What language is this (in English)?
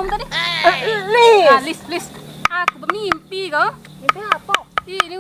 Musi